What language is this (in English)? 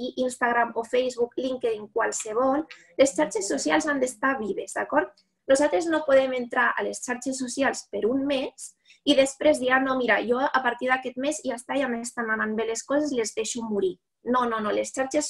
Catalan